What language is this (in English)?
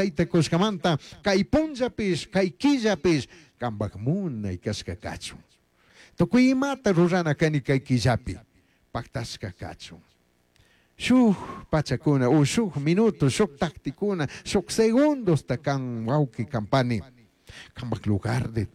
Chimborazo Highland Quichua